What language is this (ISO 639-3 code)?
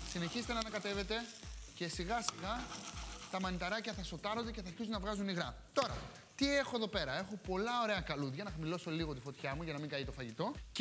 ell